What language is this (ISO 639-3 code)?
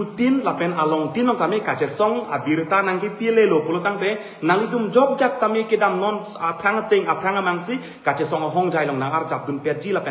mjw